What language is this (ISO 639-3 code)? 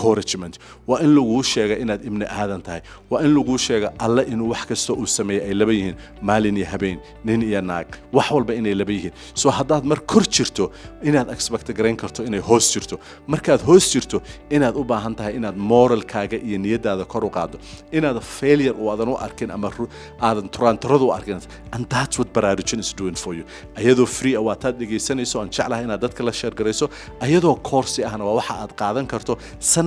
som